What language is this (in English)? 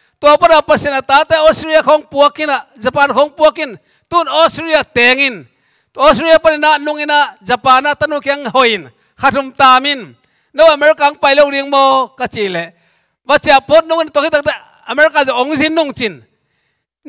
Tedim Chin